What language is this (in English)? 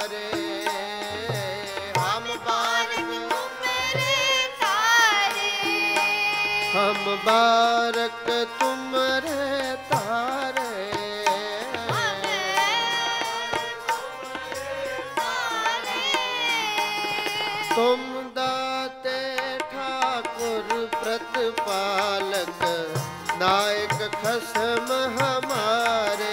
Punjabi